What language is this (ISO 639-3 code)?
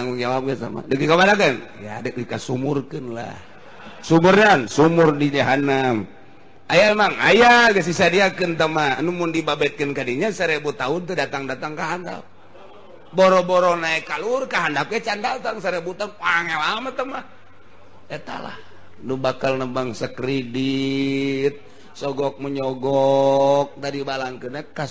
sun